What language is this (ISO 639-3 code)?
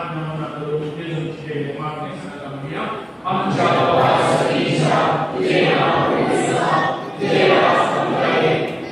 kok